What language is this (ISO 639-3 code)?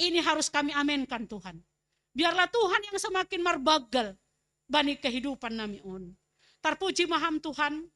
bts